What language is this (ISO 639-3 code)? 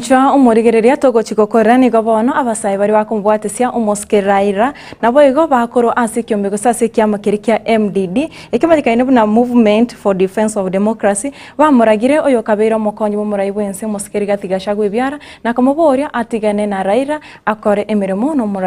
guz